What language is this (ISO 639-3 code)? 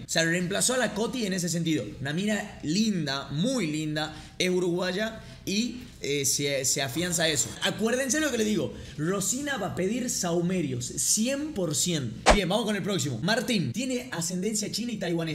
spa